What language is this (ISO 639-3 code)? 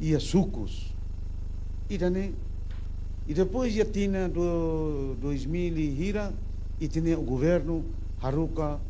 tet